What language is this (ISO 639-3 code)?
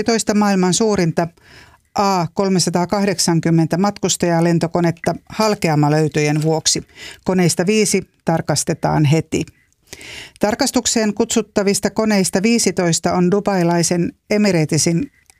fin